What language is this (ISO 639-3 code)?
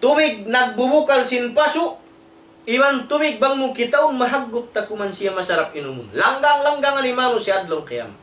tsg